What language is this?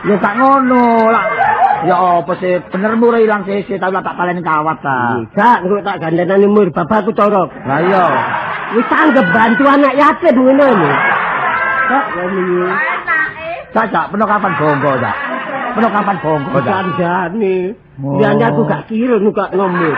Javanese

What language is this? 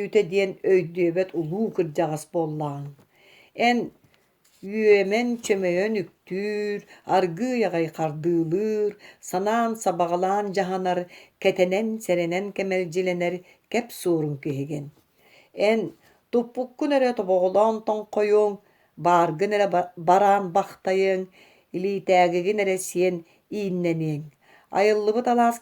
Yakut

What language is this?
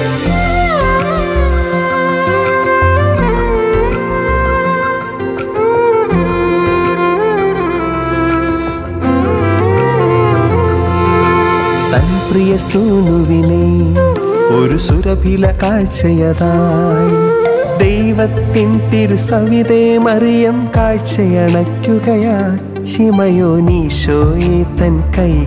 Malayalam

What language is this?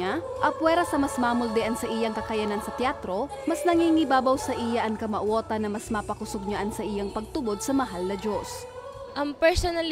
Bikol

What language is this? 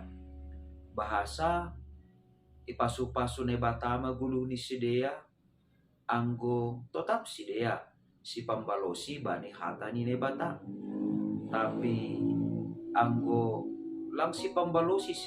Batak Simalungun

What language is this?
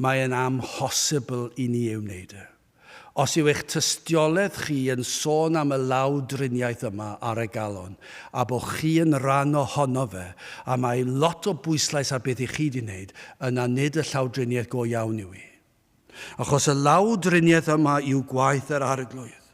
Welsh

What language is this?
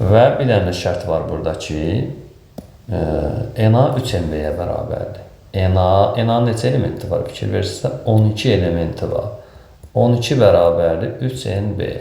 Azerbaijani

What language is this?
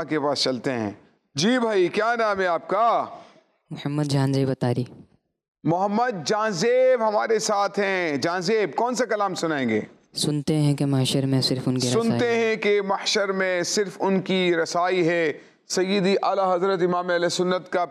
Urdu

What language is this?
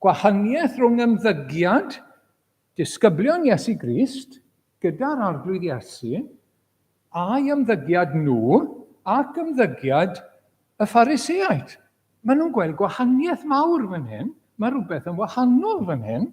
Welsh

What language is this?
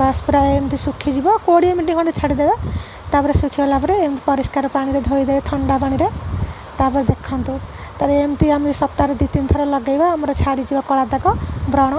Odia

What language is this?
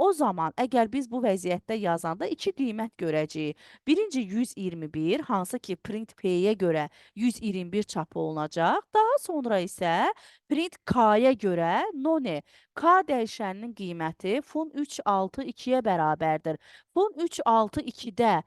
Azerbaijani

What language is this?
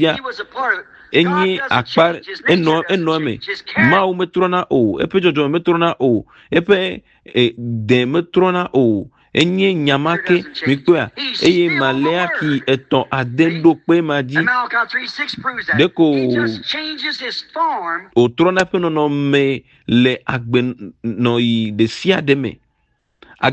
Ewe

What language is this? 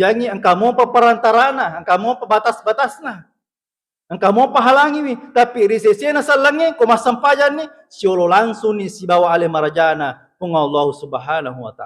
Buginese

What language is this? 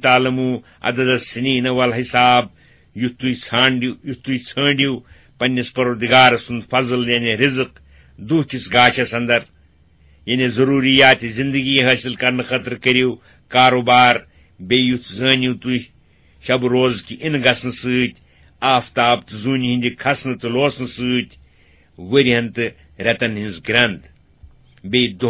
Kashmiri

